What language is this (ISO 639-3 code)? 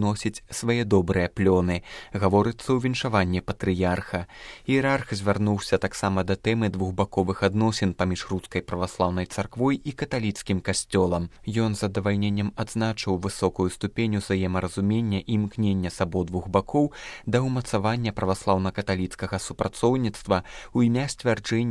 bel